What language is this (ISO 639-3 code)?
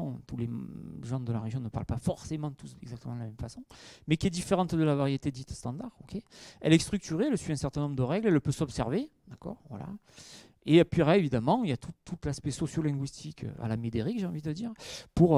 fra